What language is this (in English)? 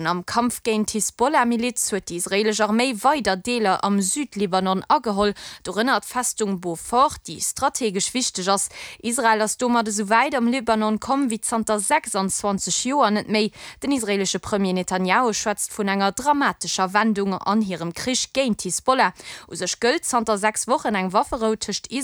Luxembourgish